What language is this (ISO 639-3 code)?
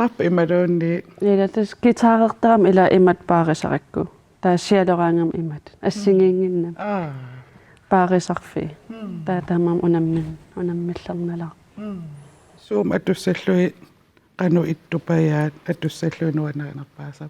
kal